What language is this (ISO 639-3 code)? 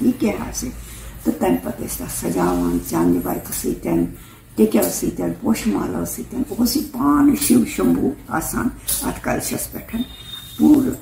kas